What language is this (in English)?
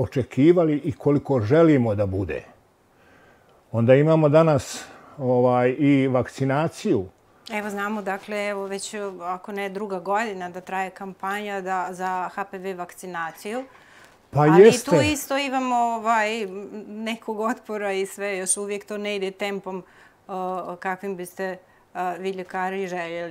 Bosnian